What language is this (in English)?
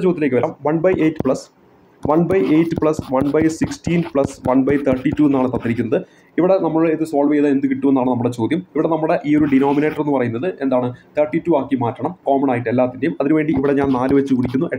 Malayalam